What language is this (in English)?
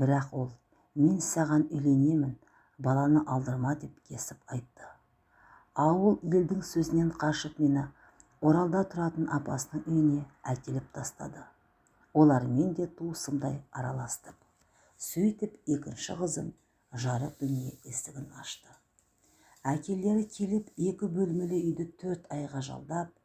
Kazakh